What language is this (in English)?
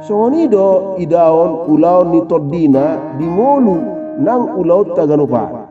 Batak Toba